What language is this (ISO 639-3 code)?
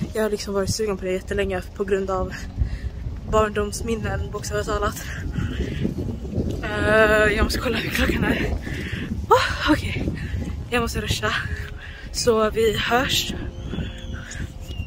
swe